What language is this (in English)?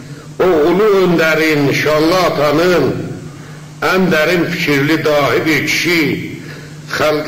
South Azerbaijani